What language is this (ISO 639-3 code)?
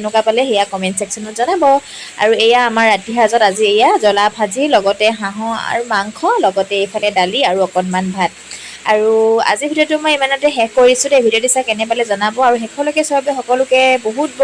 asm